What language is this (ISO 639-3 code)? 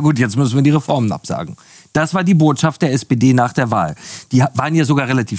deu